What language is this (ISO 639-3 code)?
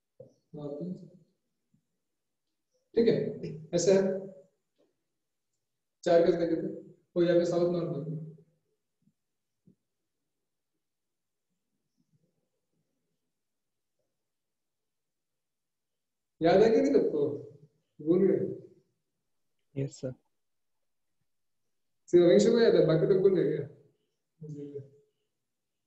hin